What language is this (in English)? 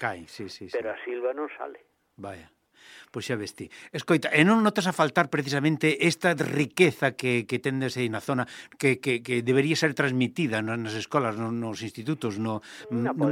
Galician